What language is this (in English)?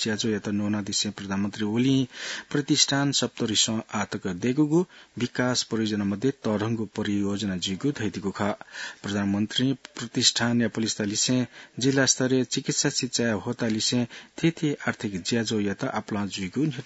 Newari